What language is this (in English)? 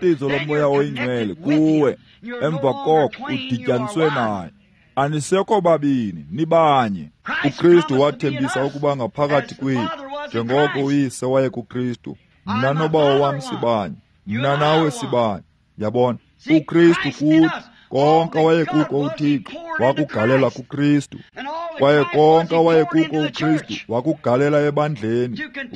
Xhosa